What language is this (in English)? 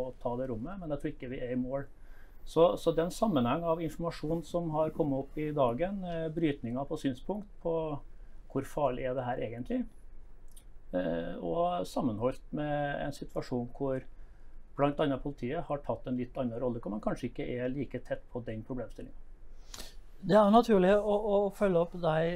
Norwegian